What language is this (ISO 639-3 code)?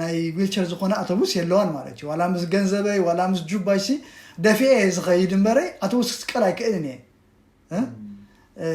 tir